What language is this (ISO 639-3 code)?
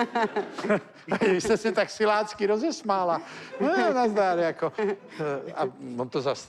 ces